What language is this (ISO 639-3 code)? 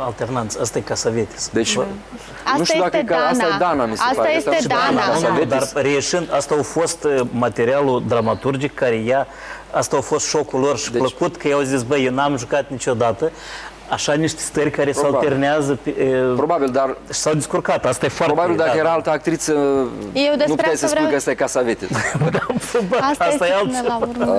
ron